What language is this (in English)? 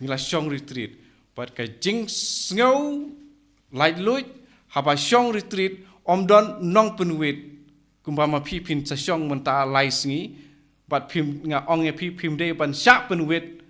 Khasi